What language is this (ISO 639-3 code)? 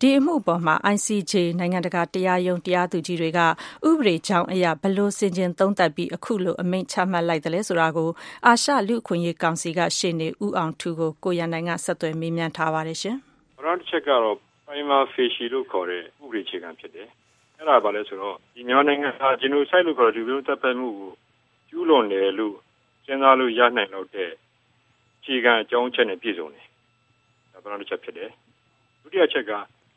mya